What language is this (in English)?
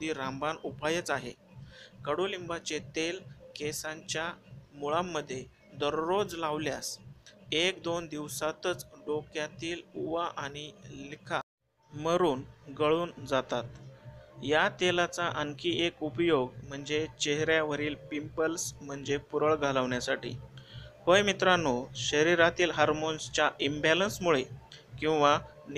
Marathi